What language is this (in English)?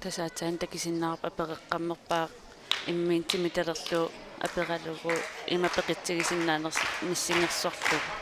Kalaallisut